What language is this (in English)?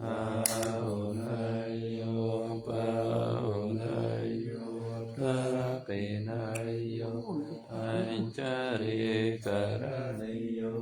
Pali